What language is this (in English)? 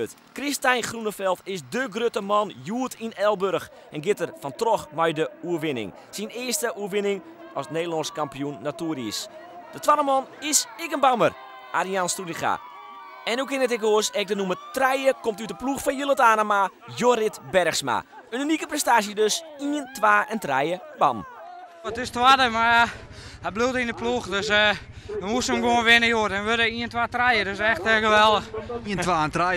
Western Frisian